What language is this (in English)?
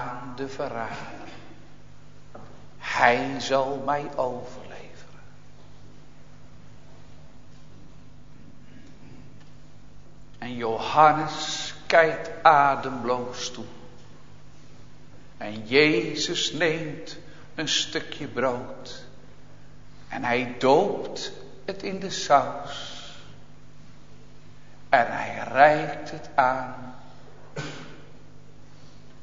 Dutch